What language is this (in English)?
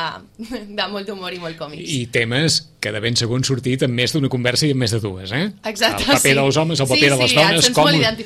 Catalan